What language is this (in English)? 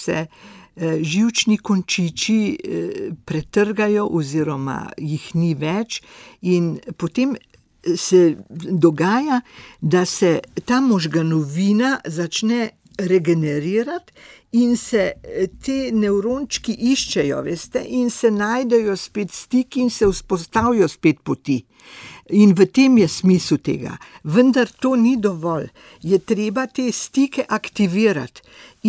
Slovenian